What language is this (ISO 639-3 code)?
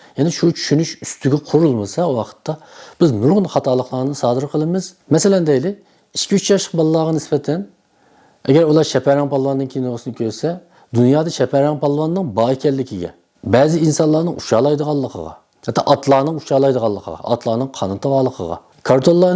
uig